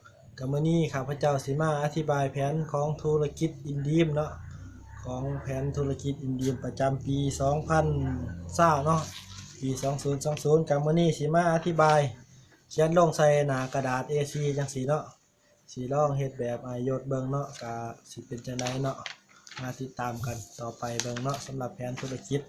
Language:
Lao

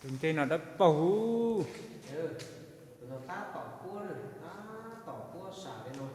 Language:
Hmong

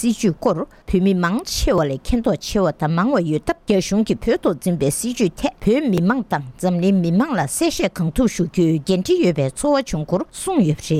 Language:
Tibetan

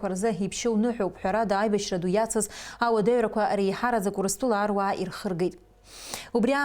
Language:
Abkhazian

